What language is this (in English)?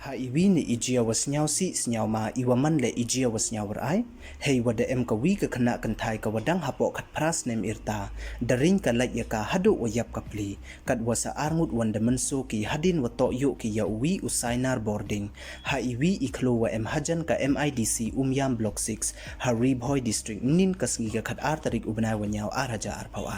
Pnar